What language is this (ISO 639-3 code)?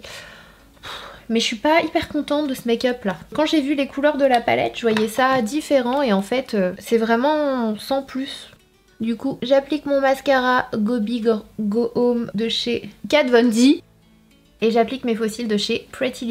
fra